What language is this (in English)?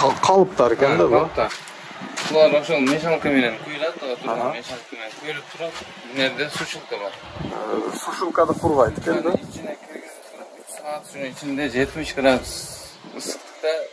Kyrgyz